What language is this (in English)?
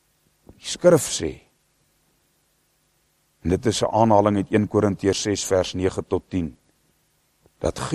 Afrikaans